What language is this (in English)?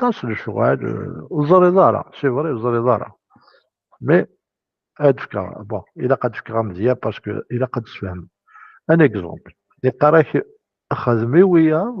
Kabyle